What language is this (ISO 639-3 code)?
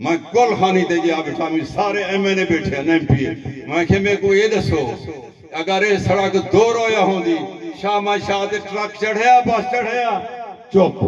skr